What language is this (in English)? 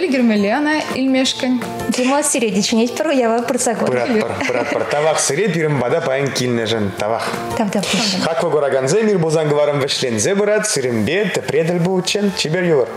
Chuvash